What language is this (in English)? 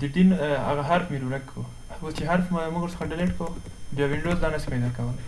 Pashto